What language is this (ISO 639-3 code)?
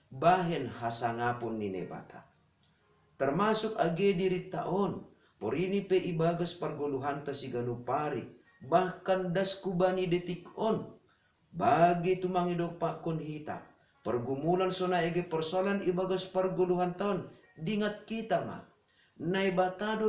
bts